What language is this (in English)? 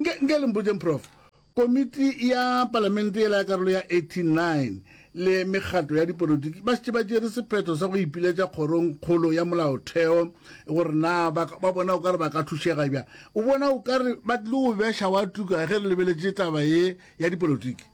Northern Sotho